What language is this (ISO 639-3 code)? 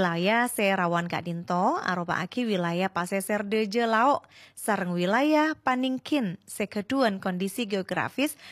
mad